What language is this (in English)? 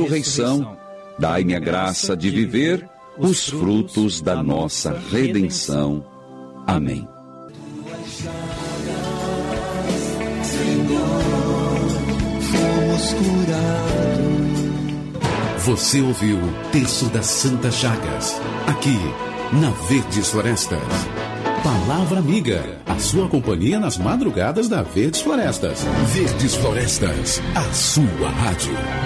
Portuguese